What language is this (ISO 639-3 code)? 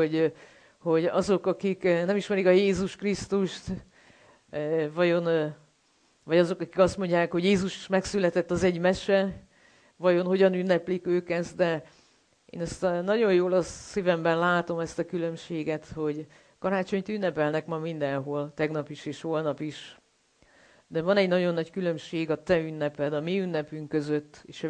hun